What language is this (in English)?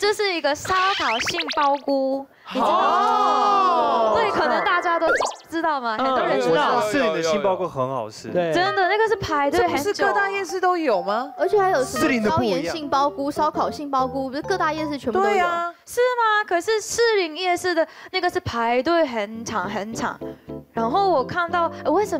Chinese